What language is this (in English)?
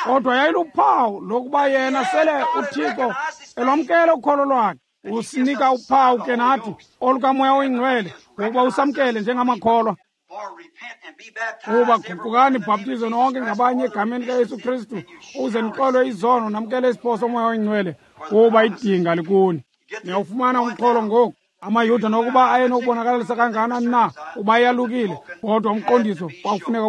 Xhosa